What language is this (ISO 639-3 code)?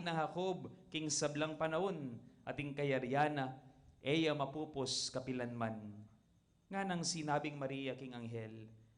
pam